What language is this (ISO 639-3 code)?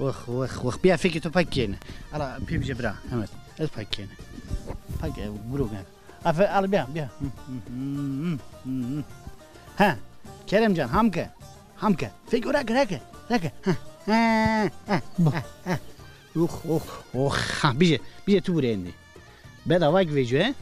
zza